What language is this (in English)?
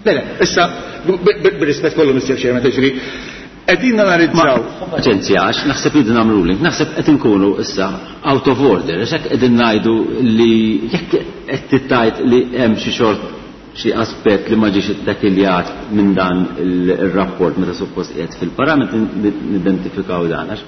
Maltese